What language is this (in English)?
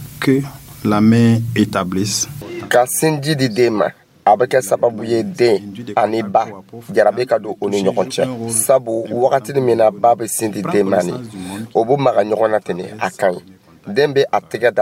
Dyula